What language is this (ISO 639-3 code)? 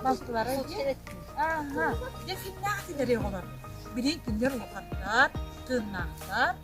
sah